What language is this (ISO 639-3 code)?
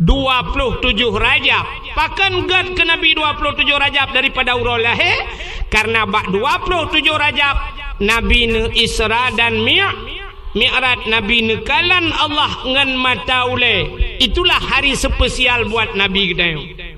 ace